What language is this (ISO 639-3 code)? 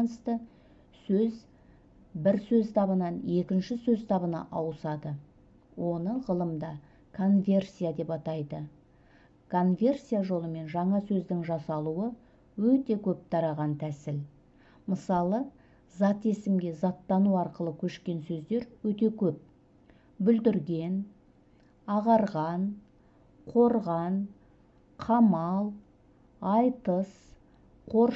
kaz